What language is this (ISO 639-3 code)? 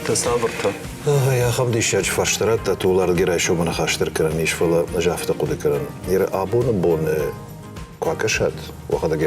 oss